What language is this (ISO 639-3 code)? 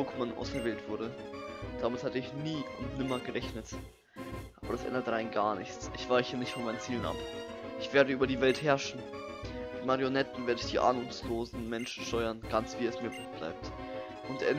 deu